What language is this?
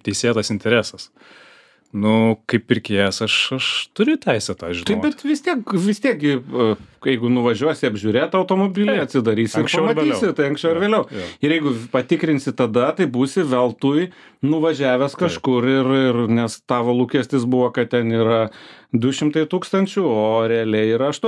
Lithuanian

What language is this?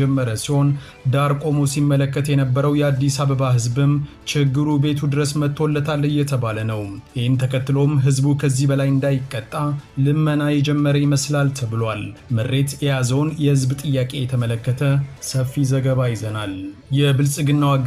Amharic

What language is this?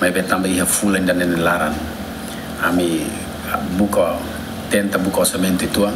Tetum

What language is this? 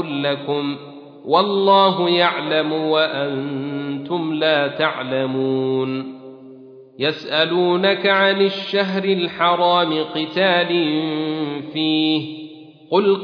Arabic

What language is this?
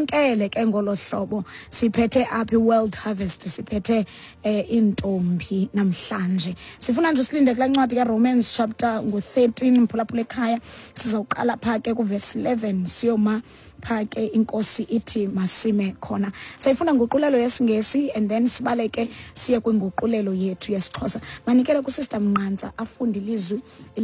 Xhosa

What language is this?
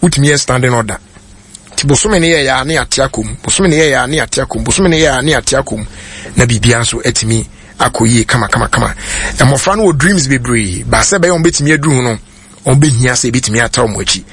Akan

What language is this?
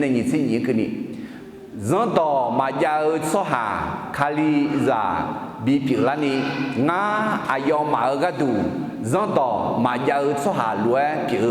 Akha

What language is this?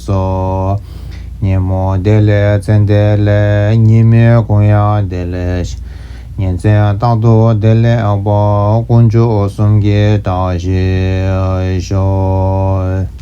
Tibetan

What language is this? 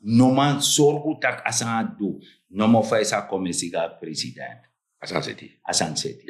Sranan Tongo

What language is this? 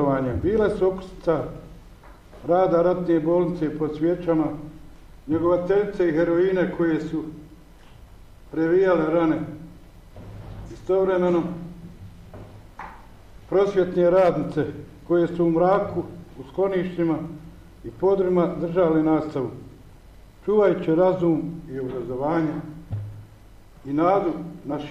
Bosnian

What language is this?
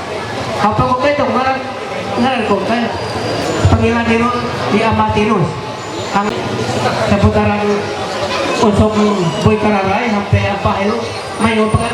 Ma'anyan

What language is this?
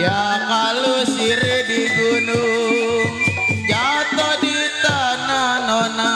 Betawi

